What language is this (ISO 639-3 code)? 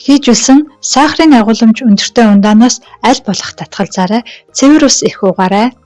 mon